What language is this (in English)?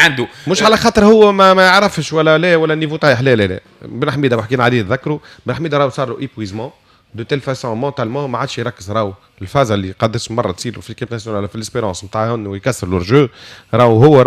Tunisian Arabic